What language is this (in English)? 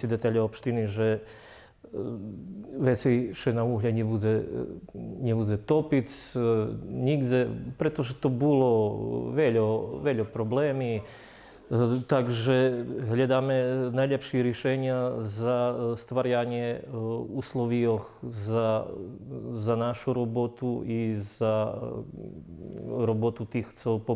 Rusyn